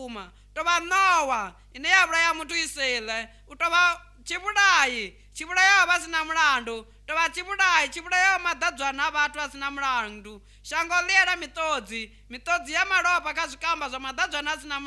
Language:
Venda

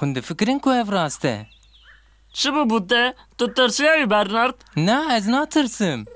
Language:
Kurdish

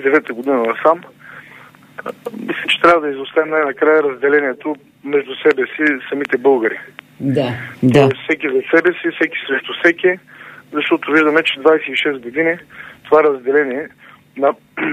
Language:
Bulgarian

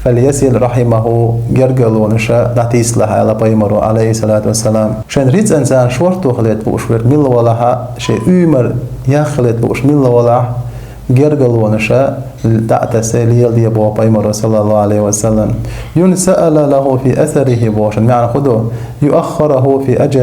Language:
Chechen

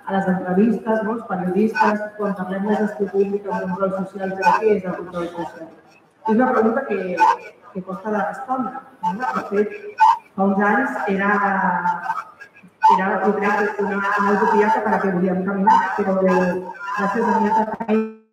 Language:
Catalan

